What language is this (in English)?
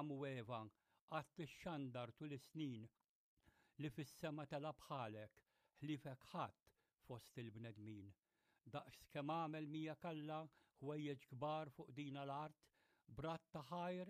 Maltese